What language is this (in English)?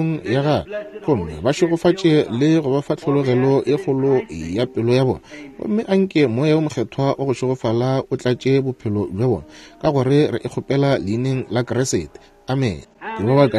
Northern Sotho